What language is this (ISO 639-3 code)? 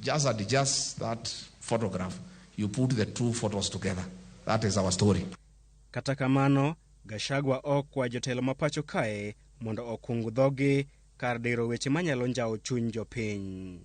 luo